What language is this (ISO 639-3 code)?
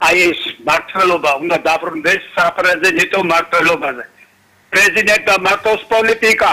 kat